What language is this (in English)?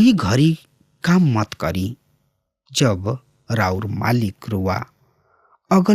Bhojpuri